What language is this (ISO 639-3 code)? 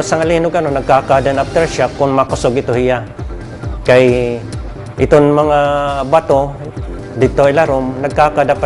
war